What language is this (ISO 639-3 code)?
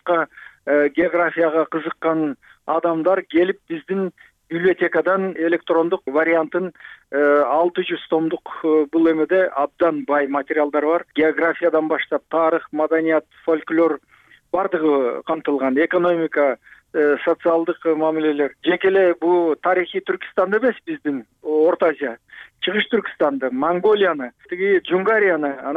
kir